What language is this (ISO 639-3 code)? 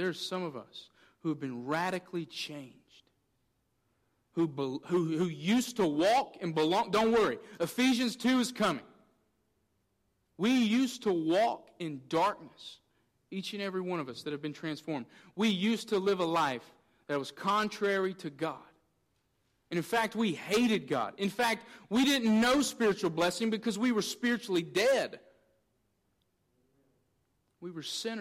eng